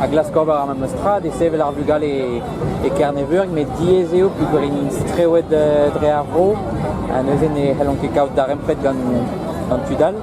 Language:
Breton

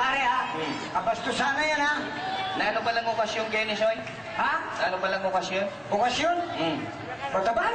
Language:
Pampanga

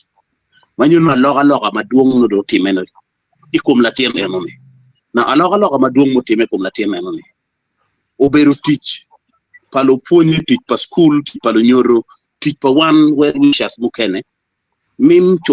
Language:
Acoli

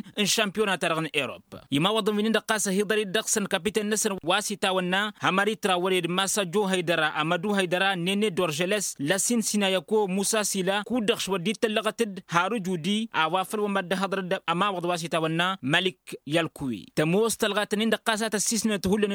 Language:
Tamasheq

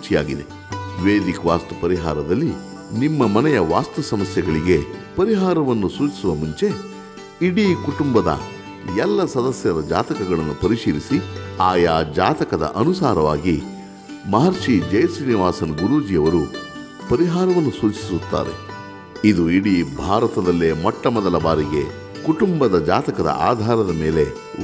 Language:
Kannada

